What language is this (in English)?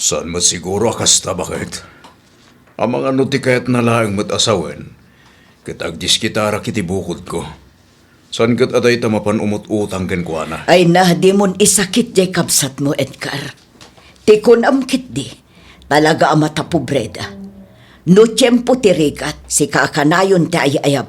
Iloko